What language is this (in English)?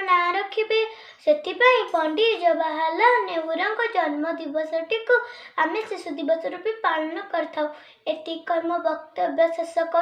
Odia